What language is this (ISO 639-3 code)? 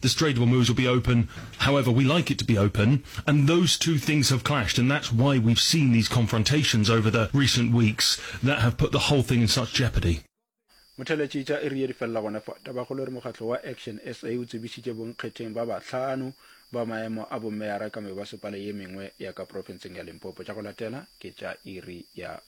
nso